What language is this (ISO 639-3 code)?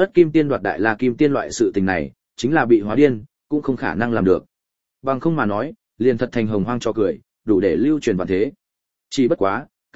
vie